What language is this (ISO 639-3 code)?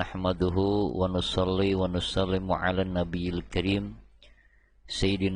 sun